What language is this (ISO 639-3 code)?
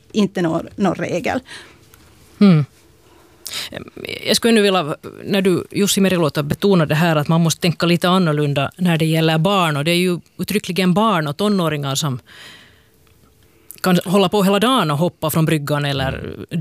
swe